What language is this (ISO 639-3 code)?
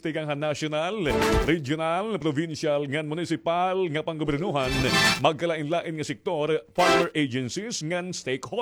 war